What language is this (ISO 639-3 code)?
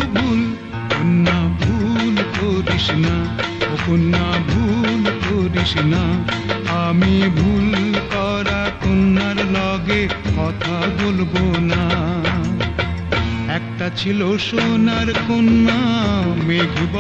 ben